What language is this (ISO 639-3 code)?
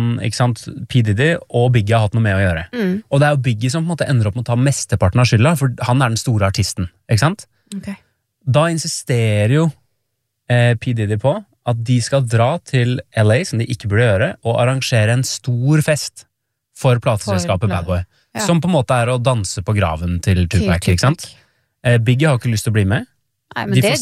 nor